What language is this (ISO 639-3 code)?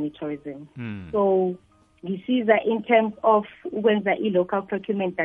nbl